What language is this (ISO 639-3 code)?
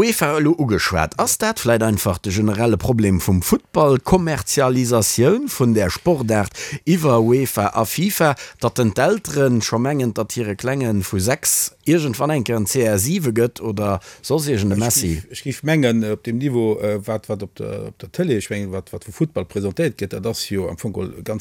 ltz